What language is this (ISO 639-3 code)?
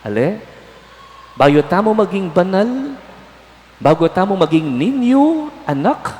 pam